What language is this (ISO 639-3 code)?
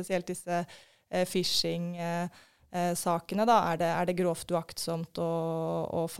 nor